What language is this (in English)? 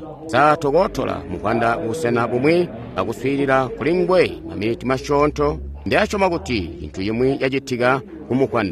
Tonga (Zambia)